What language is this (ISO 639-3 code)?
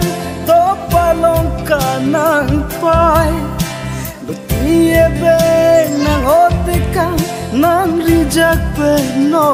mjw